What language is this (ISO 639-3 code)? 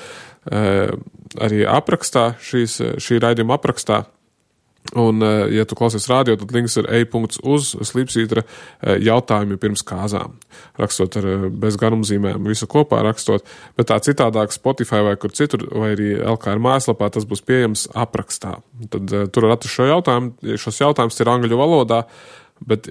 lav